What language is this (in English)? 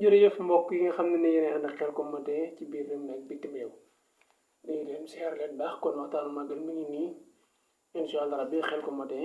Wolof